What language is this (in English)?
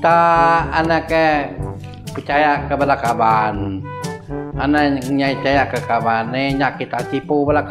Iban